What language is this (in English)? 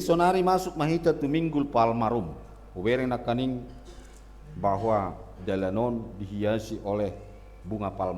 Batak Toba